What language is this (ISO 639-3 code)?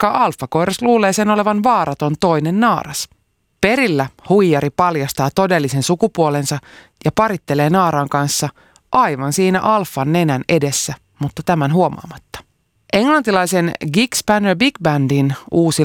fin